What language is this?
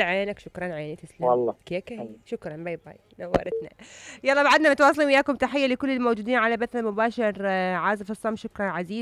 Mesopotamian Arabic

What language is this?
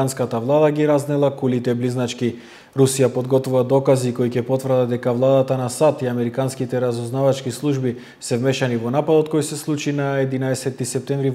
Macedonian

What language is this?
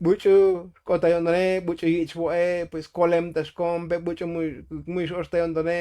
Tzotzil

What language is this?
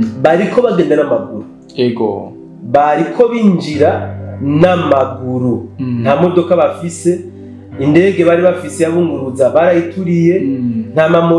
Rundi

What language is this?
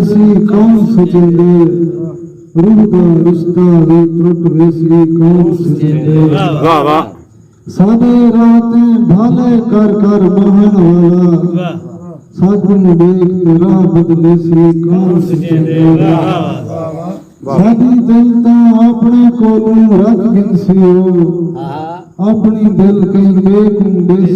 Saraiki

